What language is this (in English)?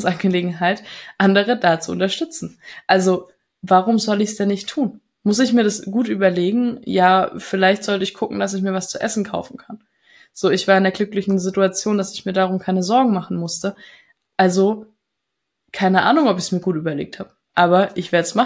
German